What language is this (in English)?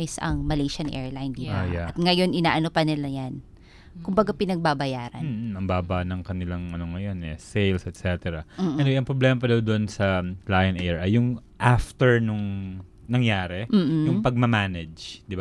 Filipino